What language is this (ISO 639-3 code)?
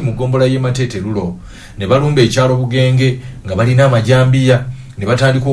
lug